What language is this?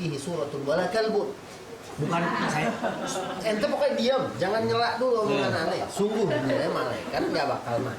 Betawi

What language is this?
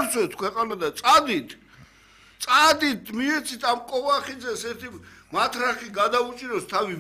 Georgian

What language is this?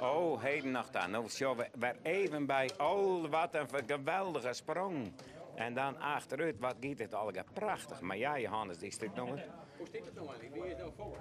Western Frisian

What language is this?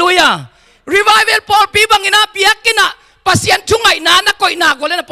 Tedim Chin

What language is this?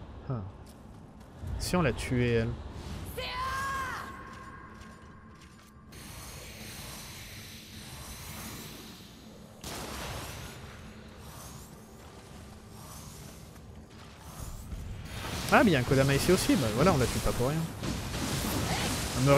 French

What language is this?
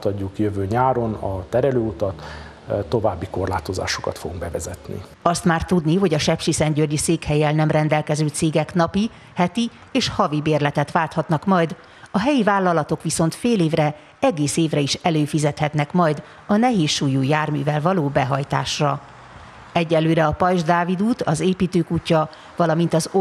Hungarian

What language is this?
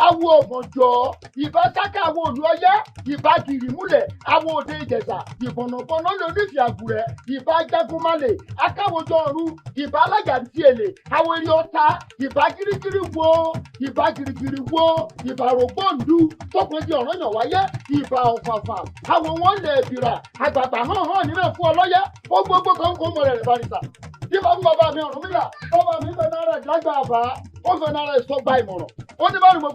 Yoruba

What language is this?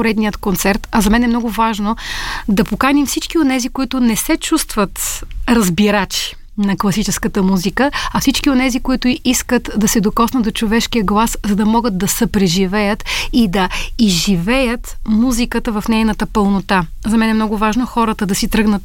Bulgarian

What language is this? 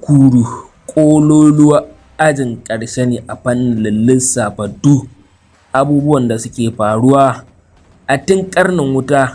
Hausa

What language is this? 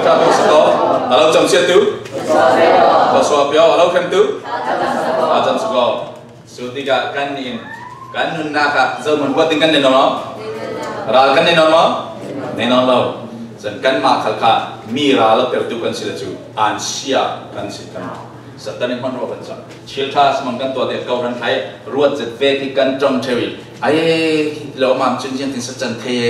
Falam Chin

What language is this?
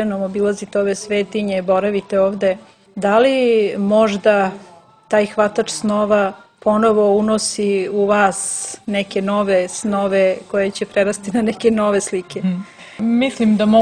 Serbian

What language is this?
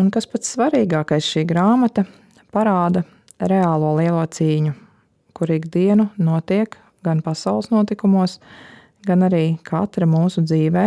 Latvian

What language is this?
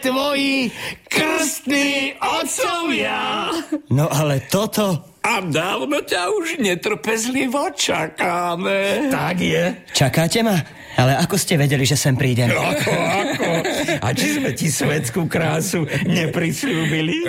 Slovak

